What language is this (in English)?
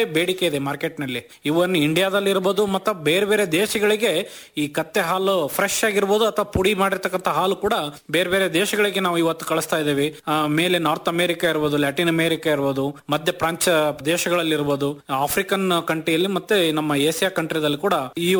Kannada